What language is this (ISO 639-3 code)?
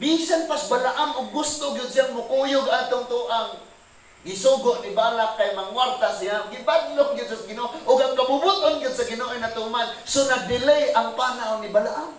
ceb